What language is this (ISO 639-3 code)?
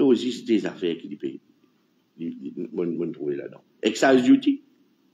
mfe